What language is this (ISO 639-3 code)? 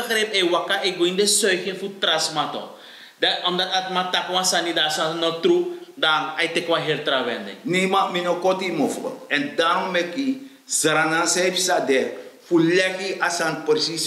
srn